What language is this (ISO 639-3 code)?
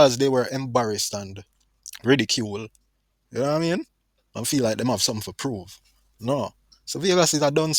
jam